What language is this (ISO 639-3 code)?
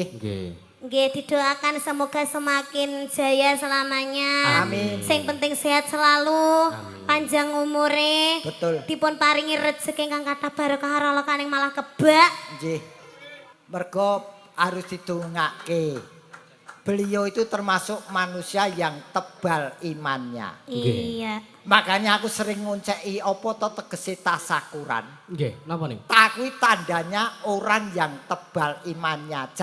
jav